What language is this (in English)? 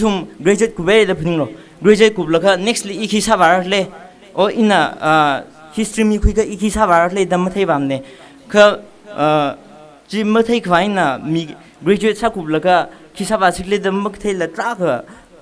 Tangkhul Naga (India)